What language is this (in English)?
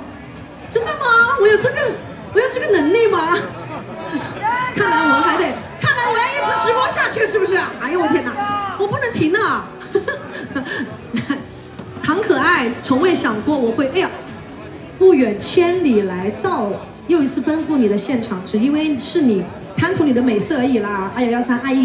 Chinese